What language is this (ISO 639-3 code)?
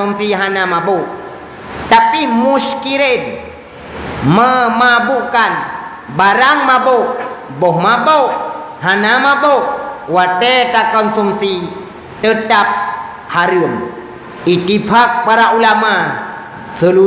ace